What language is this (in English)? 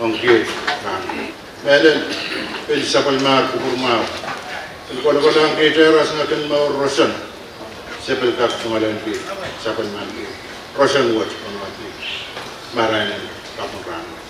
Pohnpeian